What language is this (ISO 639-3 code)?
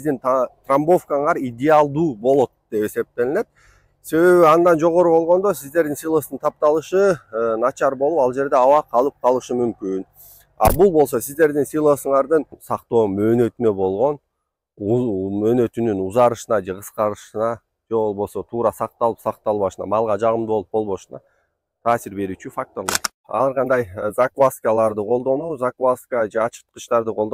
kir